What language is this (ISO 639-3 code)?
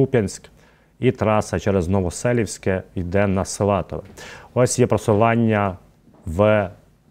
ukr